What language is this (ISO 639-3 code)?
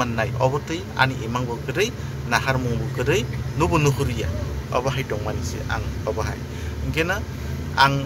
trp